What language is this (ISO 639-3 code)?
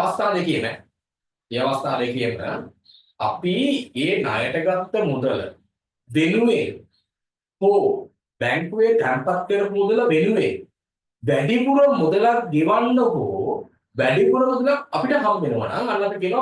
sin